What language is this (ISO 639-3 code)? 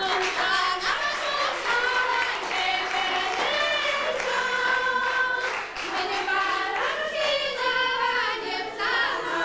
chv